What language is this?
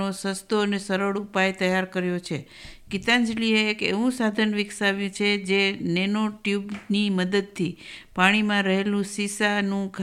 Gujarati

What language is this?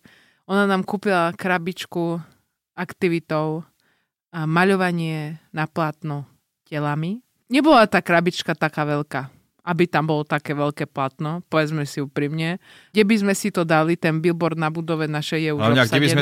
Slovak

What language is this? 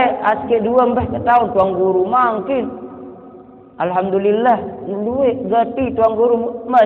Sasak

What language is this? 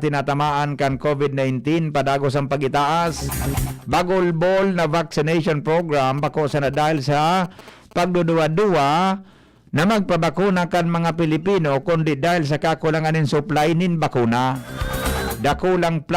Bikol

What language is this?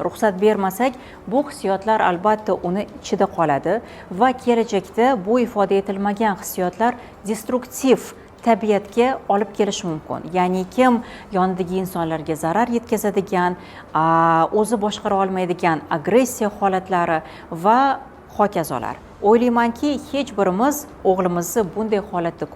Uzbek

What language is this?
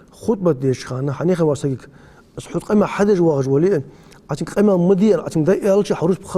Ingush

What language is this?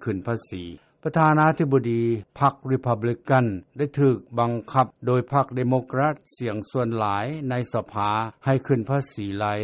Lao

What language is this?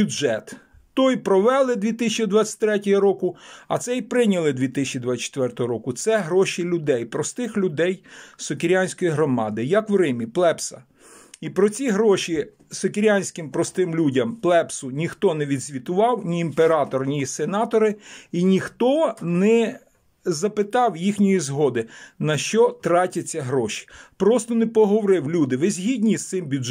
Ukrainian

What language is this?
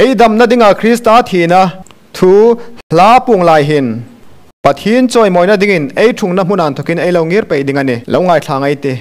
Hmar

